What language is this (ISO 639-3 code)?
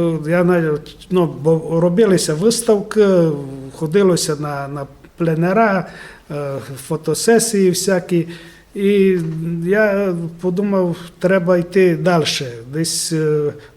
rue